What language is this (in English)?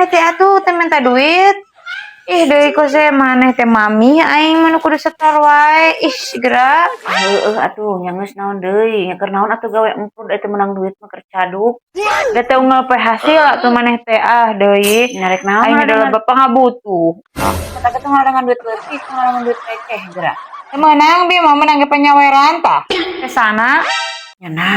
Sundanese